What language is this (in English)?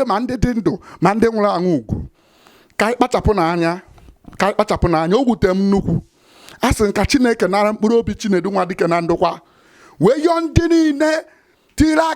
Igbo